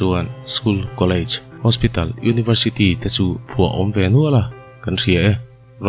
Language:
Mizo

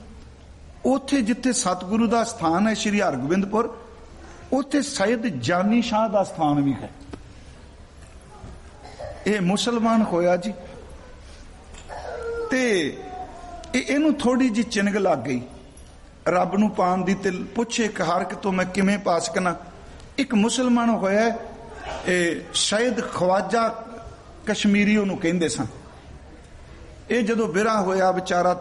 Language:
Punjabi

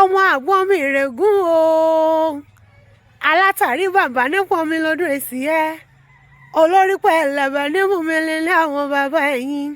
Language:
Yoruba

